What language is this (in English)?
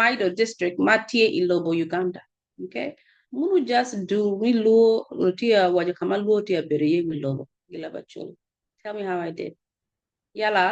Acoli